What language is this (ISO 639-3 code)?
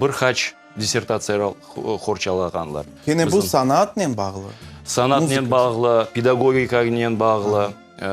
crh